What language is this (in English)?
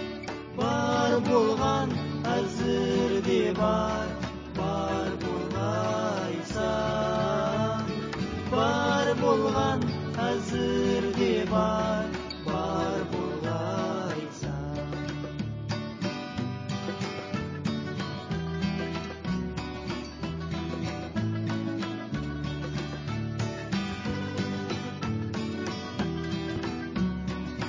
Kazakh